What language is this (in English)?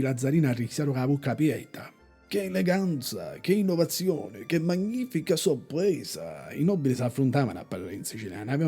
Sicilian